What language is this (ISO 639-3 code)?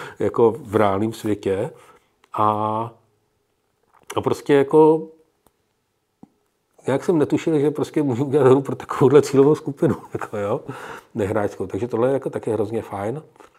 ces